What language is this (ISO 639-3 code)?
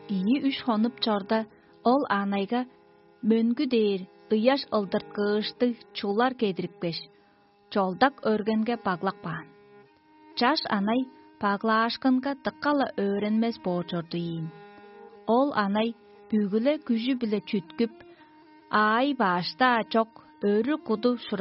tyv